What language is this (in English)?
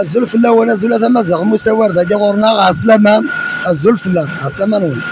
Kabyle